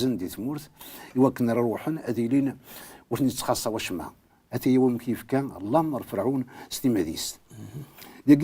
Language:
Kabyle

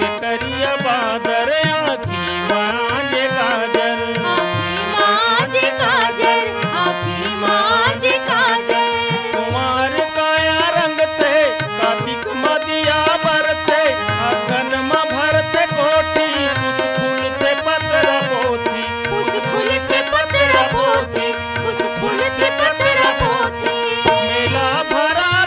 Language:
Chhattisgarhi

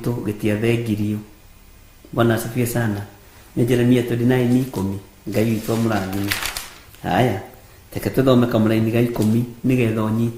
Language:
Kikuyu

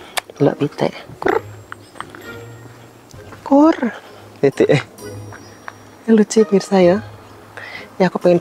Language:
Indonesian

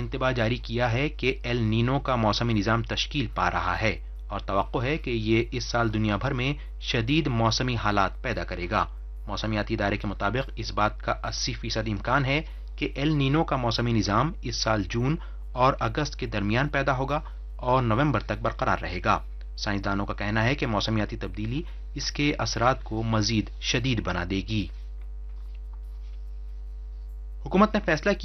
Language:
Urdu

